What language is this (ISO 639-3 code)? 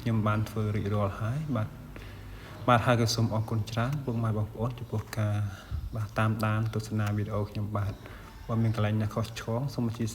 khm